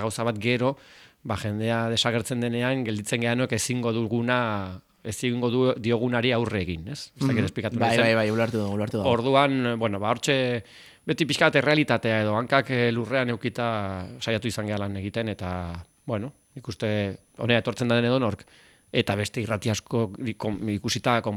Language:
Basque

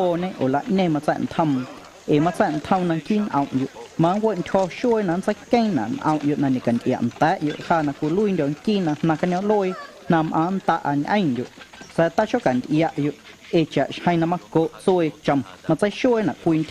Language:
Guerrero Amuzgo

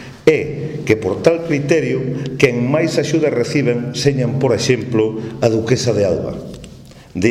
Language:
Galician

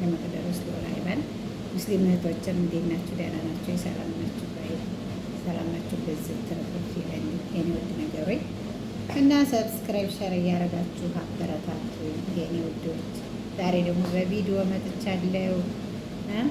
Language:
Amharic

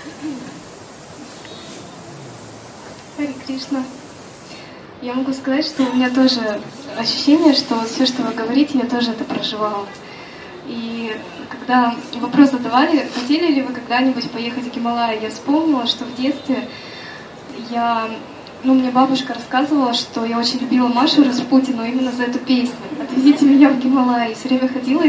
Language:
Russian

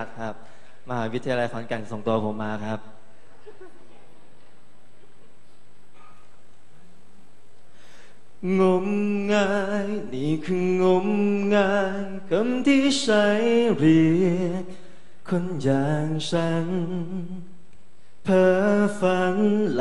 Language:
Thai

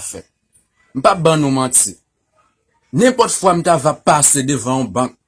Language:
Haitian Creole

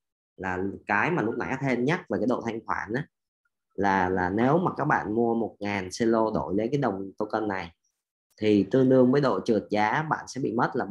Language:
Vietnamese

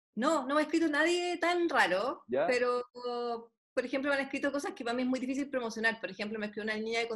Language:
Spanish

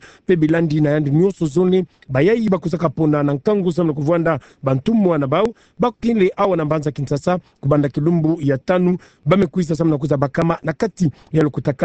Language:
Kituba (Democratic Republic of Congo)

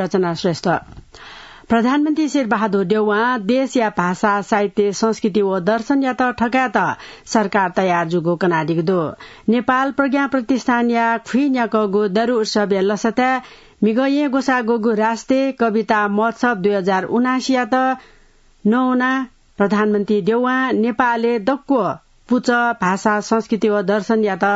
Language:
Newari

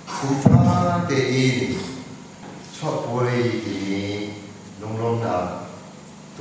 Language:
Hakha Chin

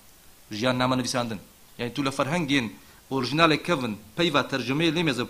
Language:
Kurdish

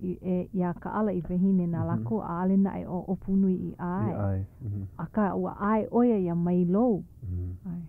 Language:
Hawaiian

